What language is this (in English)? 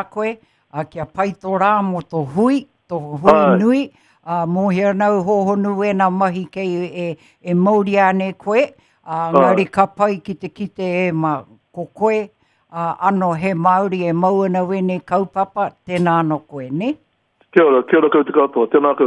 Māori